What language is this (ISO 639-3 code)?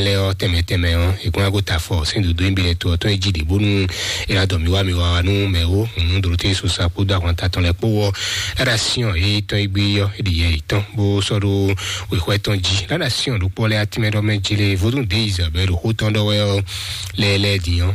fon